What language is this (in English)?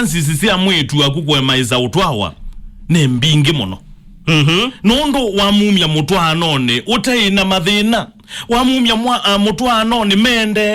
Kamba